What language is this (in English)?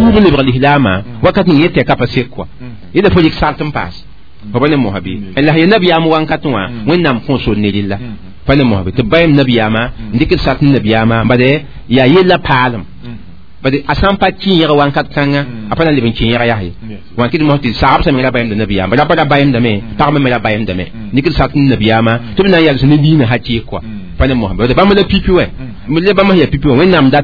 Mossi